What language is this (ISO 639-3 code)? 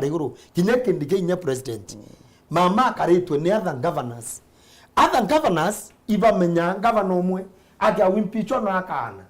mer